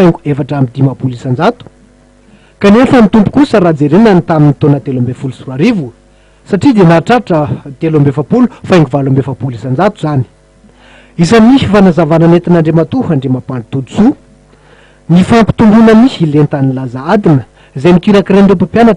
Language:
Malagasy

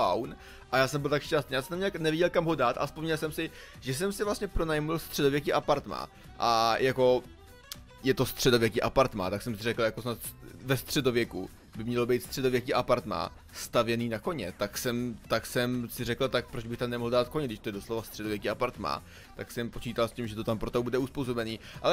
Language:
Czech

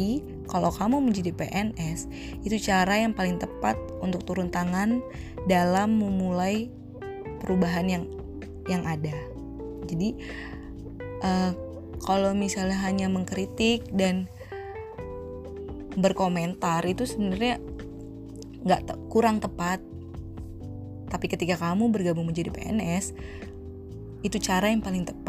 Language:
Indonesian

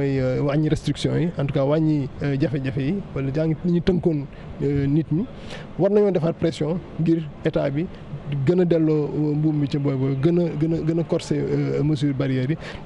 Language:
Wolof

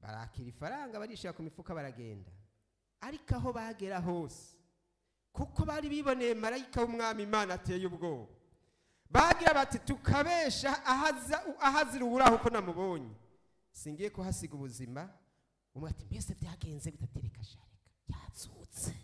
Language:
Rundi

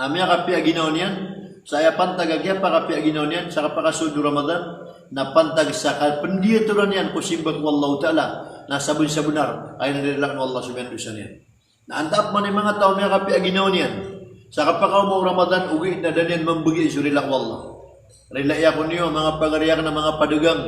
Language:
Maranao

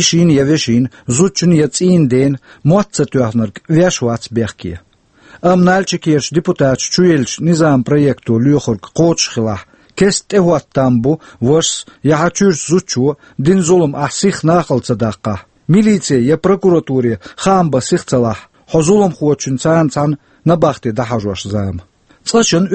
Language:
Chechen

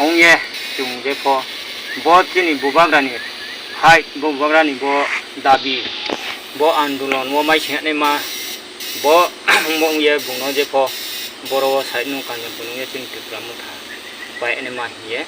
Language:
Riang (India)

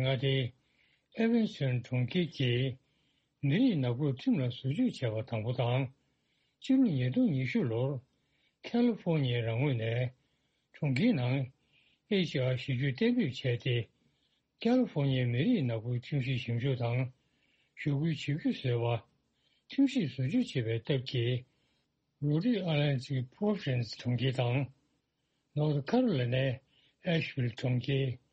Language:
Tibetan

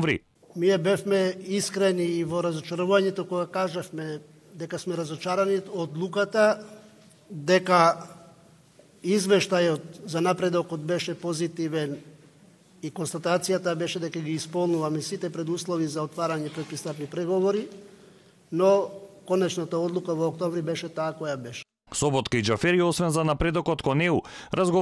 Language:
Macedonian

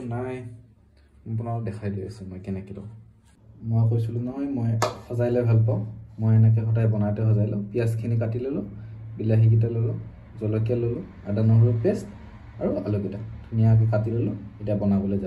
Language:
Assamese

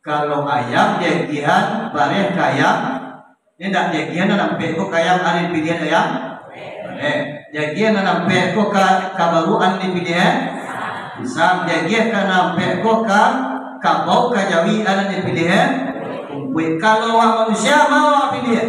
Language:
Minangkabau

